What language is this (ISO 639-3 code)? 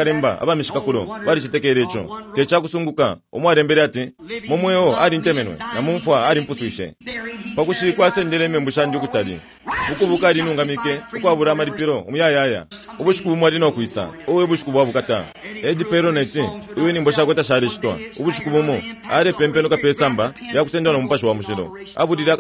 bem